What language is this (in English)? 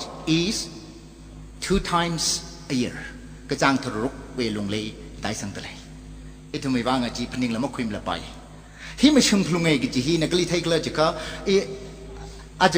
Tangkhul Naga (India)